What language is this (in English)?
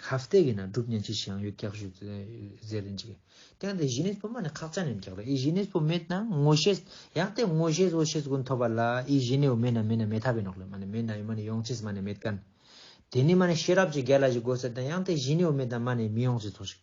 Ladakhi